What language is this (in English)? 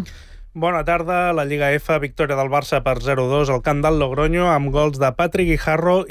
Catalan